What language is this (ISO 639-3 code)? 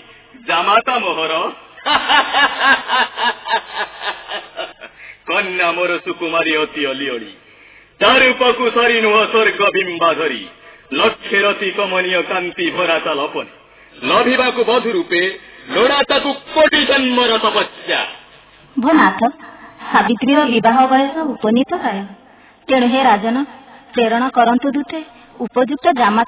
ori